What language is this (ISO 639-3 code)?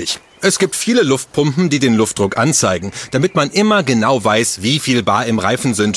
deu